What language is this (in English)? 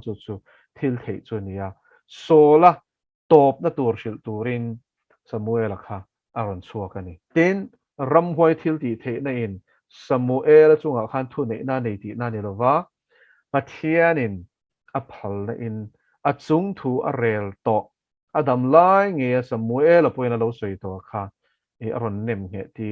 Mizo